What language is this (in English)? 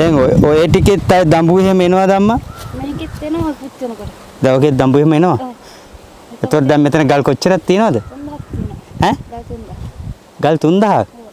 Sinhala